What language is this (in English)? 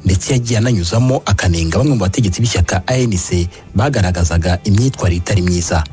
Kinyarwanda